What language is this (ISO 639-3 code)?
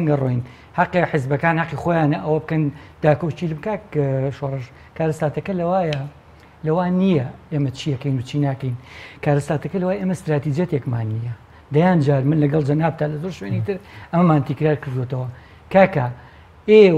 ckb